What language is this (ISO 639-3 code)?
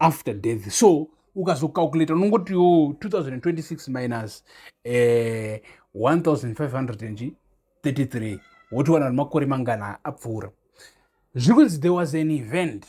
sna